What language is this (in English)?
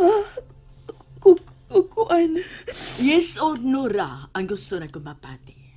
Cebuano